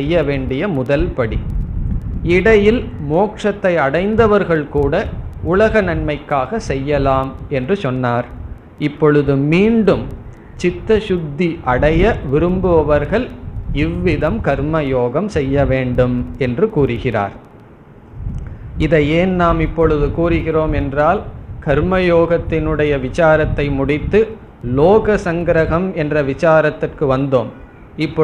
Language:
Tamil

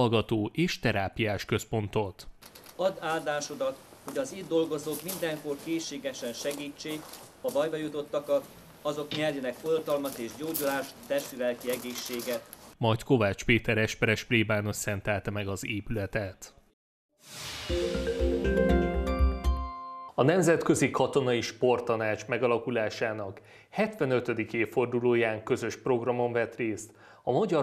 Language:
Hungarian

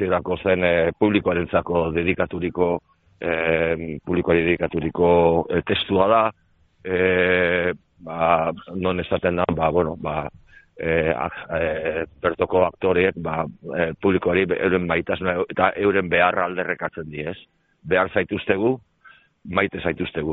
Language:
Basque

